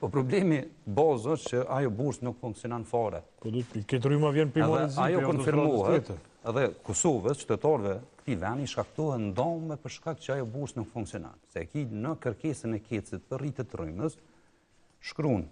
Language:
Albanian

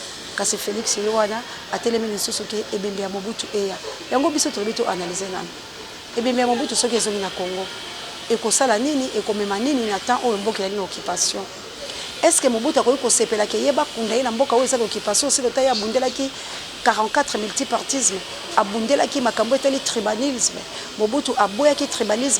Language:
Lingala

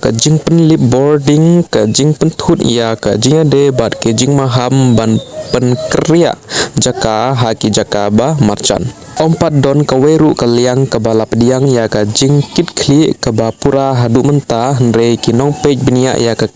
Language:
Khasi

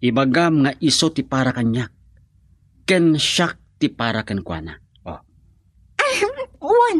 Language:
Iloko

